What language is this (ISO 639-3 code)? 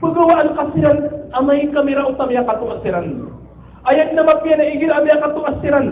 mrw